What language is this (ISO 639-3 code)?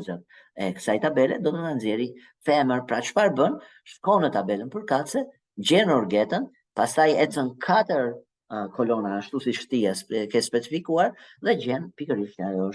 sqi